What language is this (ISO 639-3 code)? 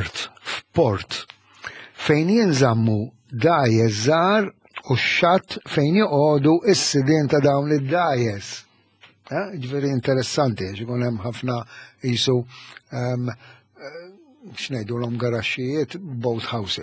mlt